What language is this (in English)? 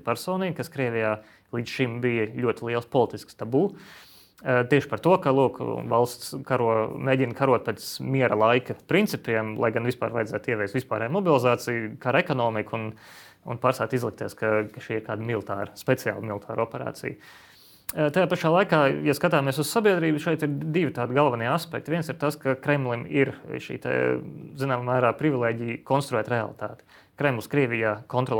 Latvian